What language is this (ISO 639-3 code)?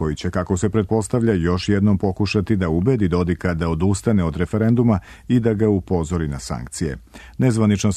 srp